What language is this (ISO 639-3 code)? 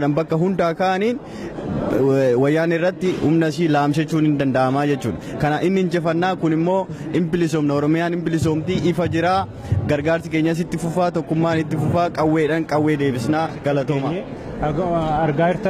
orm